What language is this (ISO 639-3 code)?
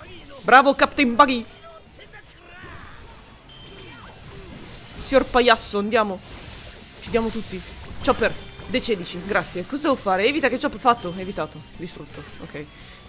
ita